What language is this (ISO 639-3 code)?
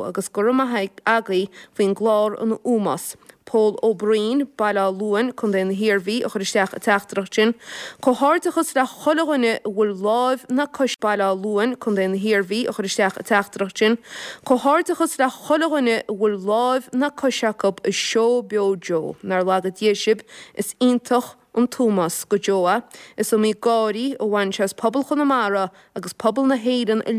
gle